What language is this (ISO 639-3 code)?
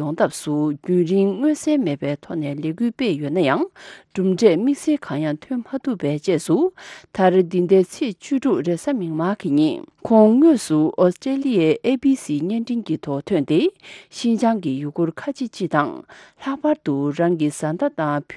bod